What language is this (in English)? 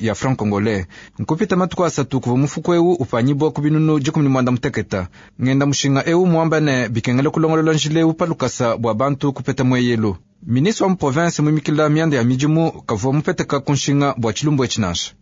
Luba-Lulua